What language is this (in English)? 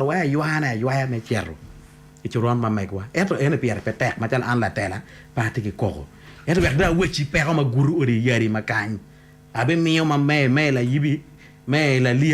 Acoli